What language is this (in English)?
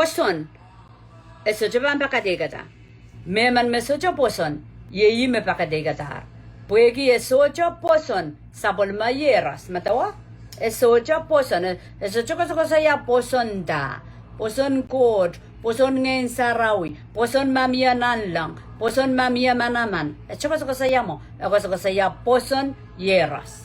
Pohnpeian